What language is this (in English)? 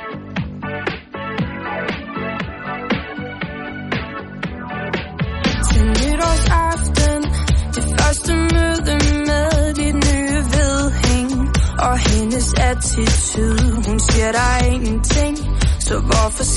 Danish